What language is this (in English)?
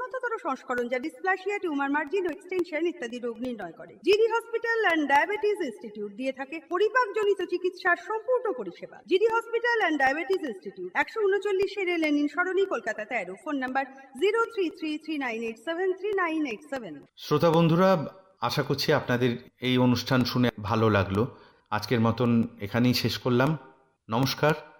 Bangla